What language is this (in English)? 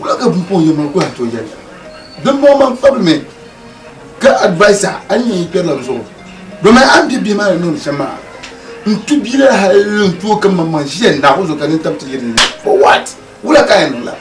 Dagbani